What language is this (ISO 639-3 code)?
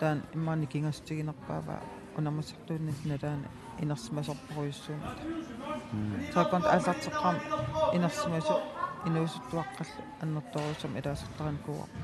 kal